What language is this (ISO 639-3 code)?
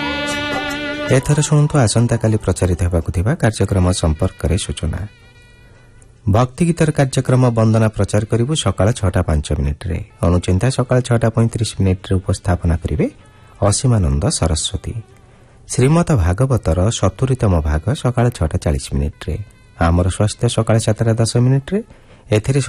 ori